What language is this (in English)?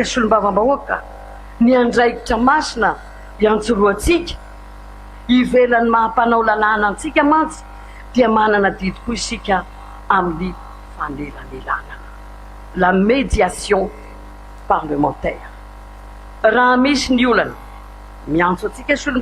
Malagasy